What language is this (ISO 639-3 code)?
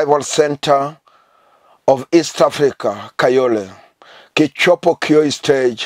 luo